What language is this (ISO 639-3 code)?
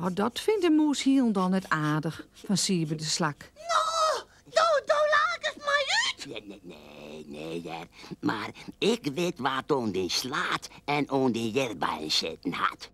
fry